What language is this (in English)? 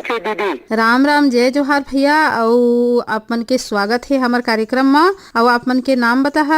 Chhattisgarhi